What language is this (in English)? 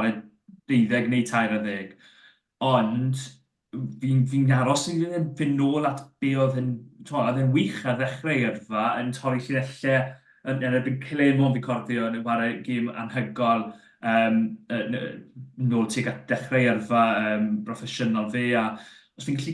Welsh